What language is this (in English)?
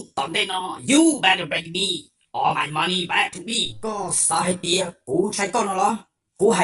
Hmong